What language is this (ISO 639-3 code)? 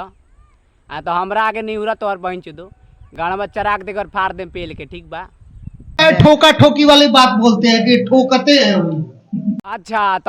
bho